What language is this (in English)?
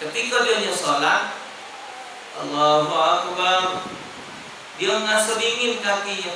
Musi